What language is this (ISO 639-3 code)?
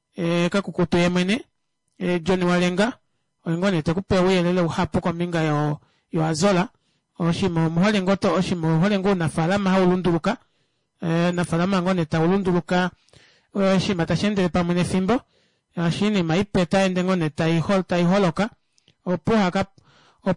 kua